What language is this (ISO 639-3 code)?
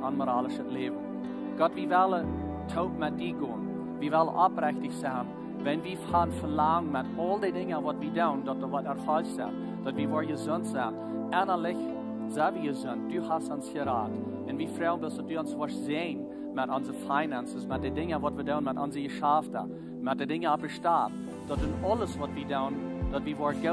pdt